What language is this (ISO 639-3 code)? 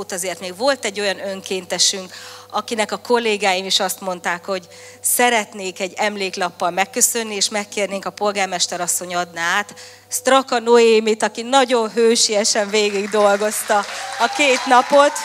hun